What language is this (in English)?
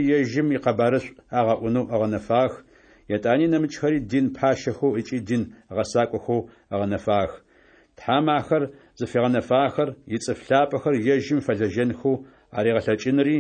Adyghe